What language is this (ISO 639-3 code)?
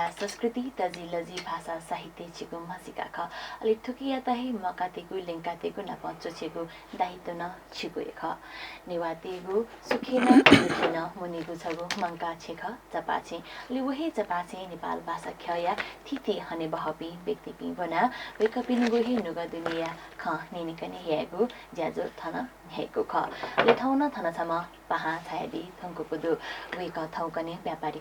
new